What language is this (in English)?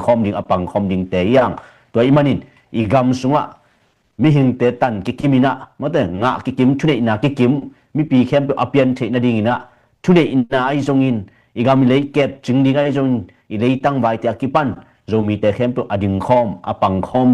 Tedim Chin